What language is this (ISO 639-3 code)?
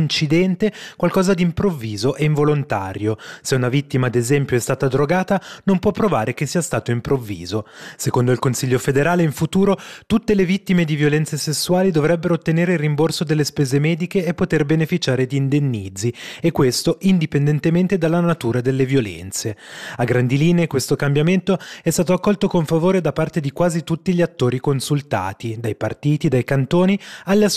ita